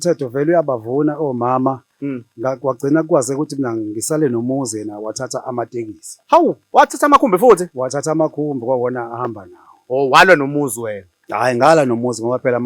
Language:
Zulu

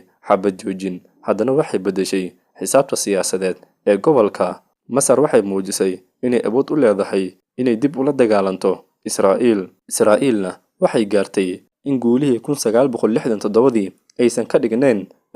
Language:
Somali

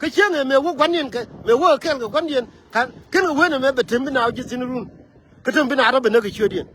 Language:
Nuer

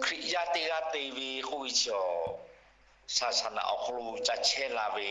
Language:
Lahu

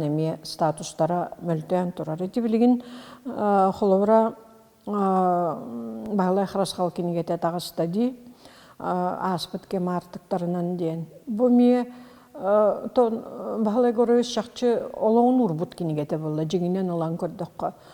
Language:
Yakut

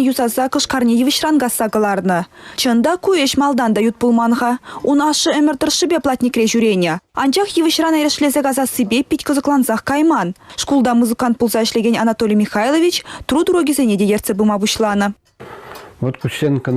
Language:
Chuvash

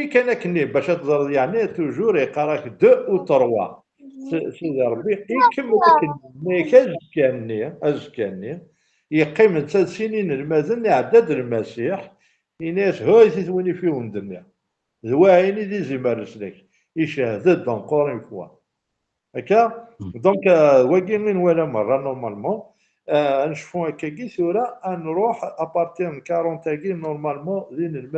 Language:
Kabyle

